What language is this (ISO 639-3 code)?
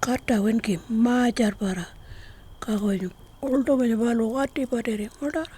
pjt